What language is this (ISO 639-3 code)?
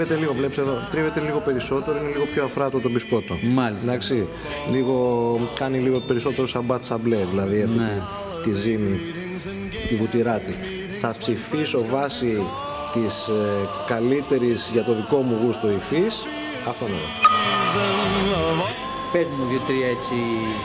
ell